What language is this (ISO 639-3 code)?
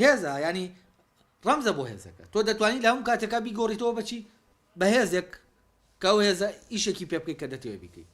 ckb